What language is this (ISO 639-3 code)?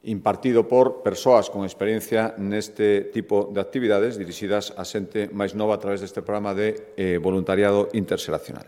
glg